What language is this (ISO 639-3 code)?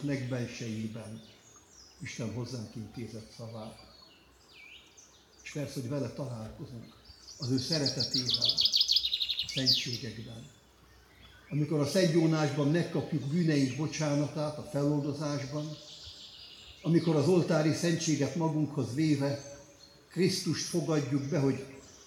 hun